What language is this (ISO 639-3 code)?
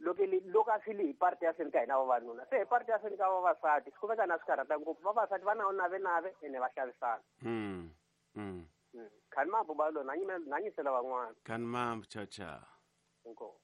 tso